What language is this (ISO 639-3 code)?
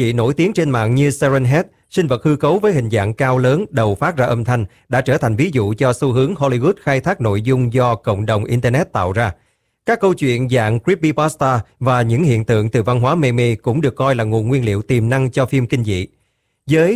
vie